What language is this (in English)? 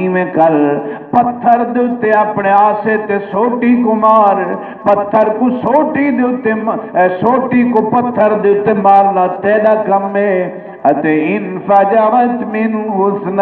Saraiki